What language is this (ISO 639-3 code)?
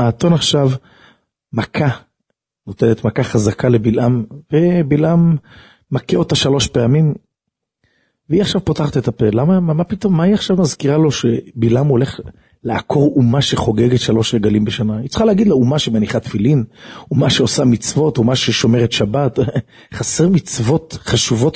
heb